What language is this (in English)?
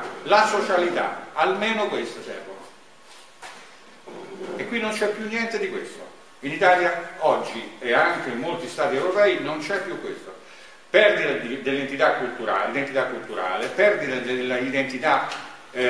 Italian